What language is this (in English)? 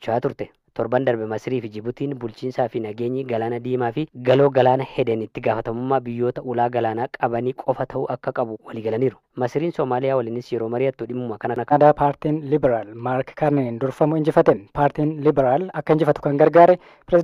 Oromo